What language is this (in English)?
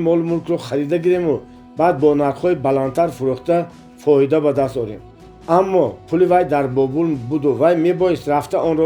Tajik